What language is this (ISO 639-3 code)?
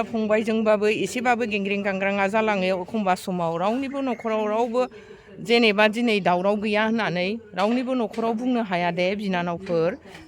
brx